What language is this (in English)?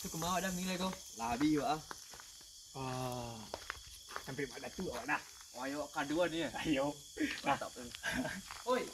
Minangkabau